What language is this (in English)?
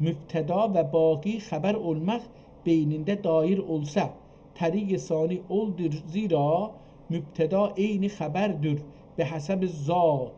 South Azerbaijani